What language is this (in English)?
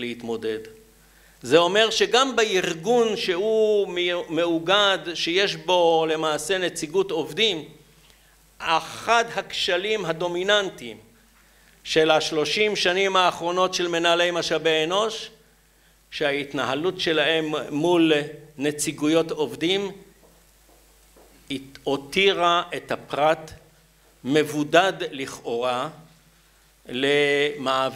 Hebrew